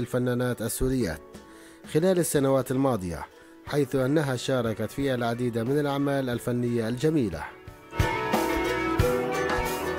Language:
Arabic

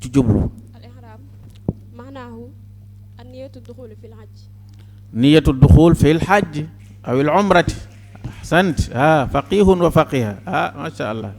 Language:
Wolof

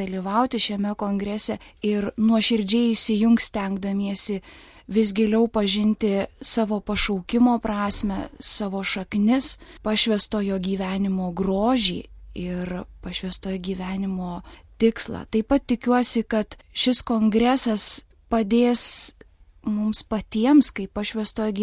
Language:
Lithuanian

